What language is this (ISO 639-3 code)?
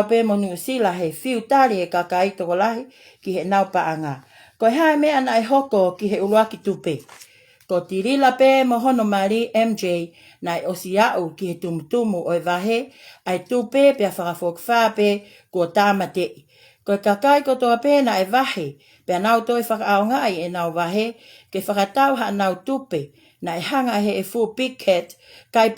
ton